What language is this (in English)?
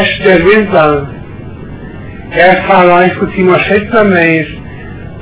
Icelandic